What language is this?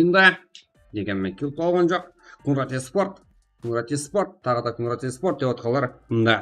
Kara-Kalpak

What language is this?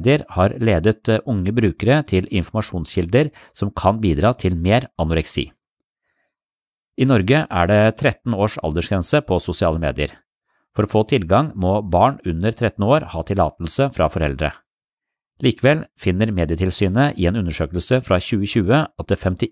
Norwegian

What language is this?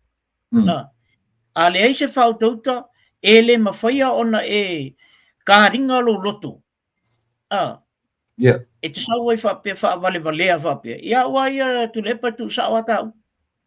Samoan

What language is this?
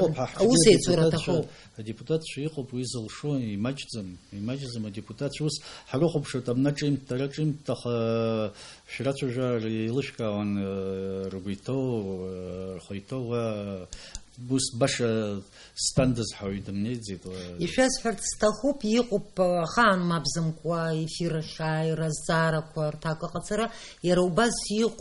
Abkhazian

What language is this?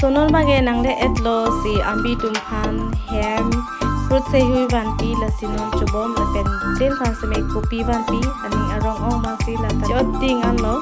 Karbi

